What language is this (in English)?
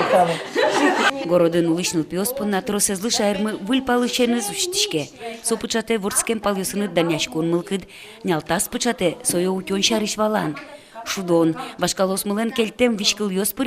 Udmurt